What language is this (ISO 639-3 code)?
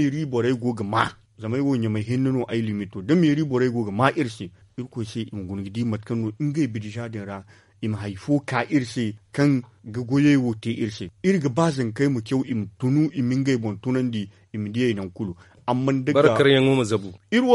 dje